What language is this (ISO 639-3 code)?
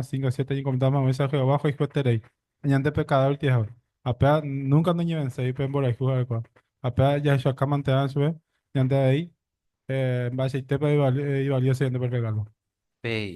grn